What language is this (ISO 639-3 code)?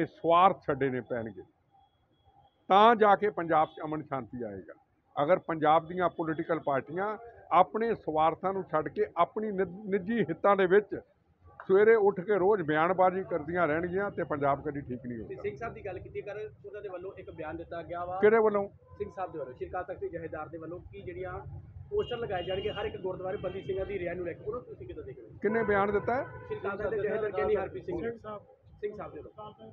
pan